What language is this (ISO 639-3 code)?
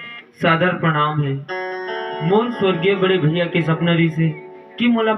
hne